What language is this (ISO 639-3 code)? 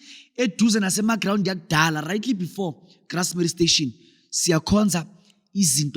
zul